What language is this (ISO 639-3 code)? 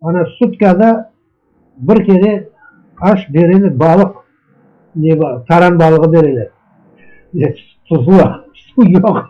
crh